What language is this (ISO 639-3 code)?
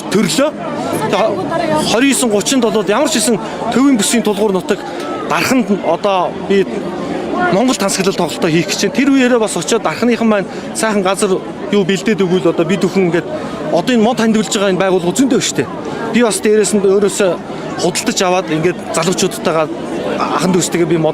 mon